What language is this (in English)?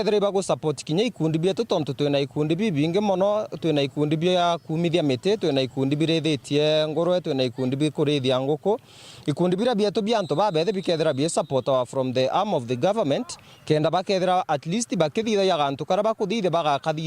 Meru